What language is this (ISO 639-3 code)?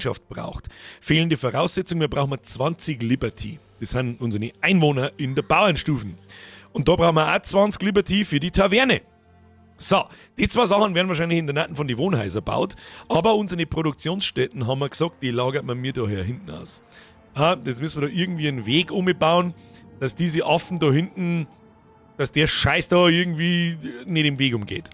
bar